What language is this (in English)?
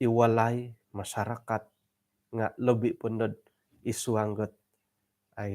Central Dusun